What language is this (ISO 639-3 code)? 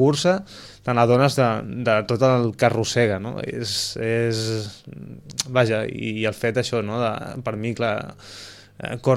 cat